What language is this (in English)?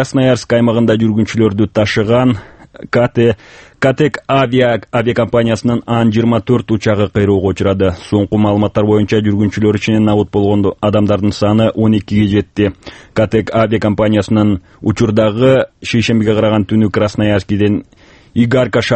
Kyrgyz